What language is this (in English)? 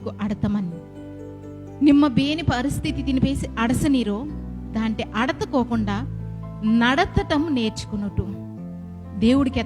Koya